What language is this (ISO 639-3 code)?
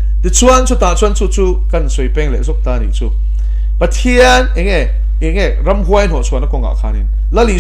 lus